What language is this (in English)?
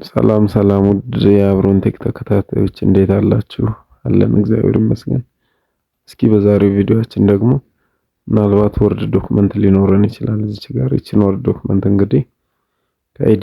Amharic